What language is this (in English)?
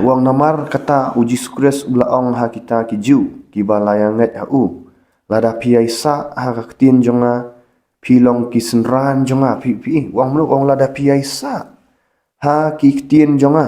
Khasi